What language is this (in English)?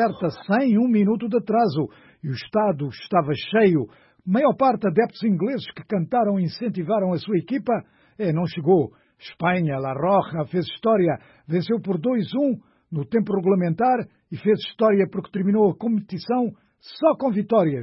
Portuguese